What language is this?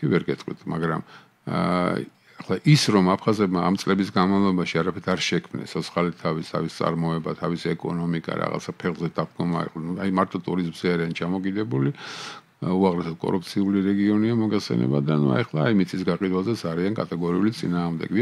Georgian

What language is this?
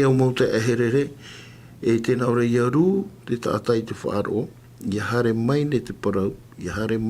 Tahitian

